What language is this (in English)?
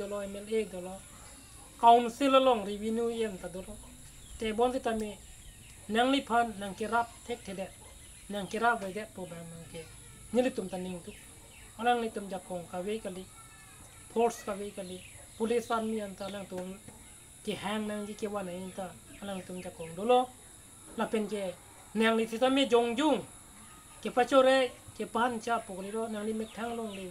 Karbi